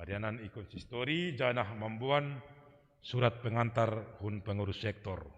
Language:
Batak Simalungun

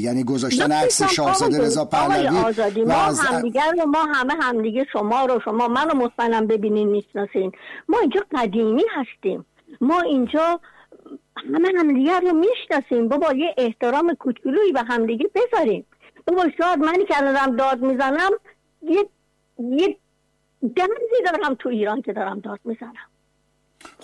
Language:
Persian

